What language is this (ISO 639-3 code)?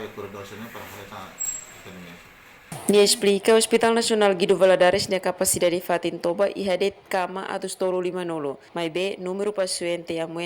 tet